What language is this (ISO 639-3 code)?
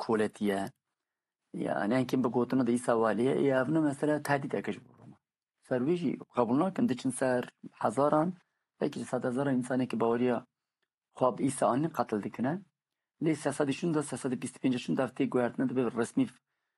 kur